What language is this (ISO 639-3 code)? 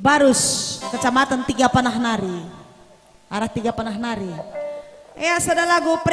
btx